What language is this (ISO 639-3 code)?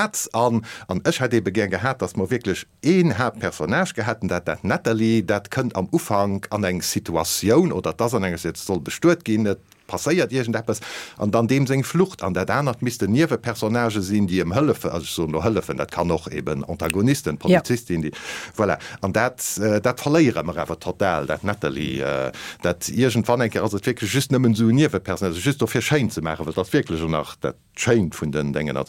ltz